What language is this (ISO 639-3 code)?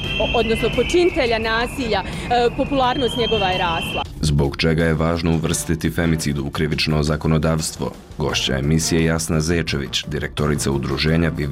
bos